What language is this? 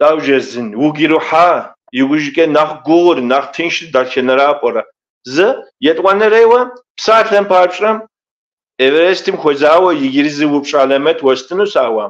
Kabardian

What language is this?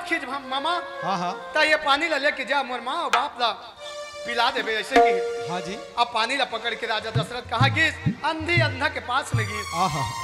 Chhattisgarhi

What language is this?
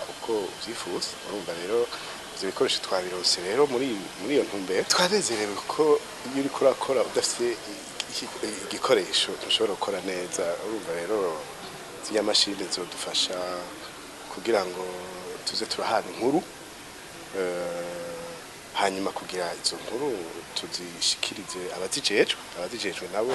Rundi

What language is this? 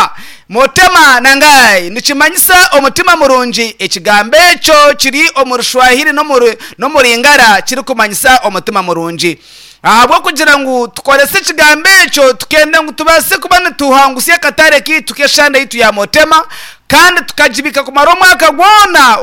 Nyankole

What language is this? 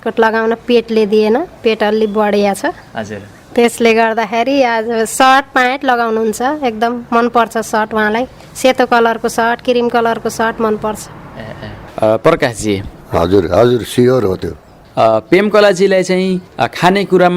Nepali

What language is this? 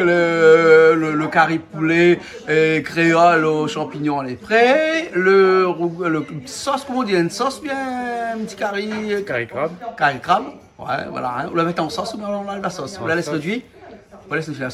Réunion Creole French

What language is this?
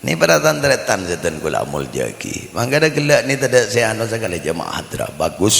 Madurese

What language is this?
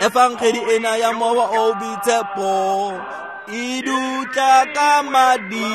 Tswana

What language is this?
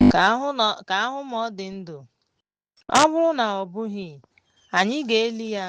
Igbo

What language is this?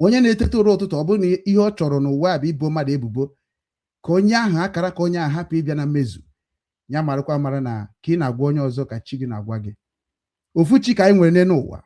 Igbo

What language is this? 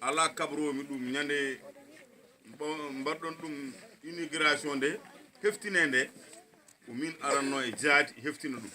Fula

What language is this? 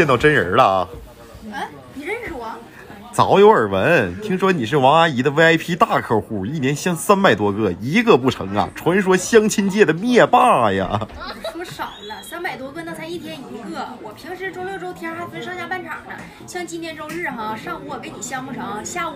Chinese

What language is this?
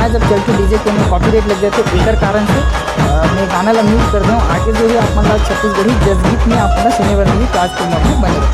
Chhattisgarhi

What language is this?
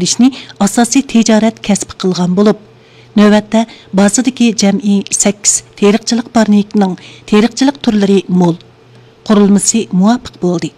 Uyghur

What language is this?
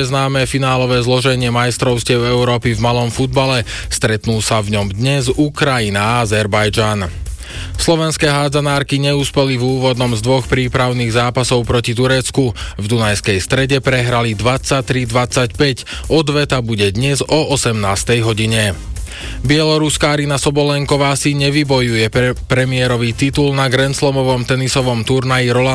Slovak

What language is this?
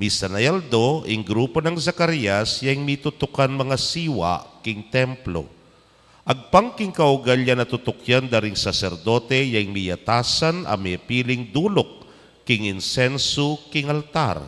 Pampanga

